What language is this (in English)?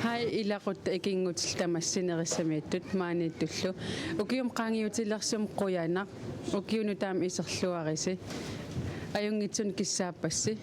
Kalaallisut